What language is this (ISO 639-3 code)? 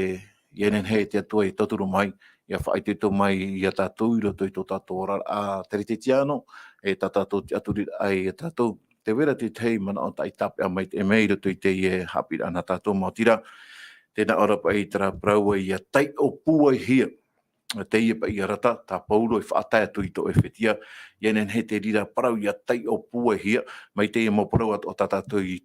tah